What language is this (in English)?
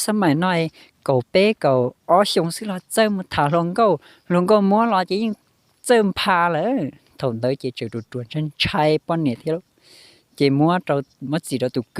Hmong